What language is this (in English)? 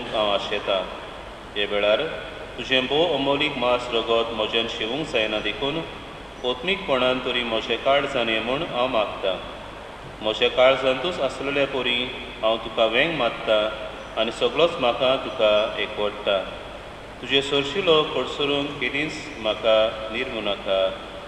Konkani